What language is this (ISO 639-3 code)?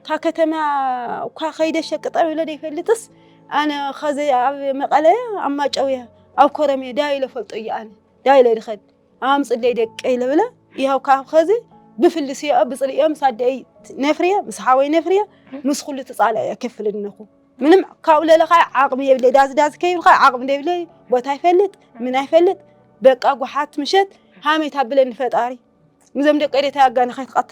tir